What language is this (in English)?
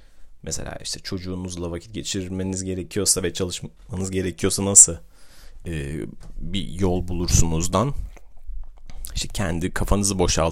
Turkish